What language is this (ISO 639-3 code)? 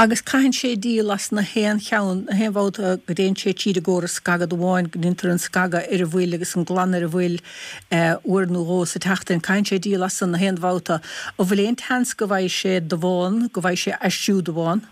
gle